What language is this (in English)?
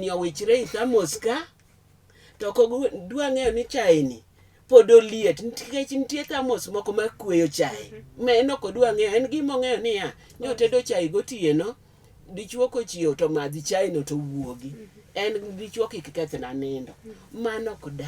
Luo (Kenya and Tanzania)